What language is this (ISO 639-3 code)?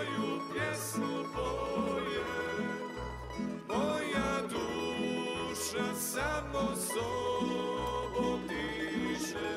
hrv